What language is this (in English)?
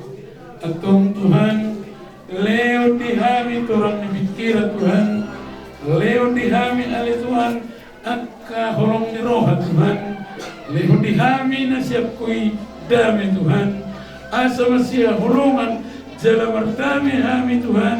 Batak Toba